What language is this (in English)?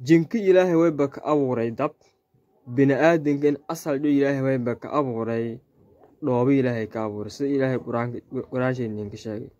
Somali